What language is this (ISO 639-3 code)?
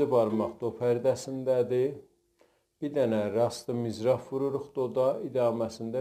azb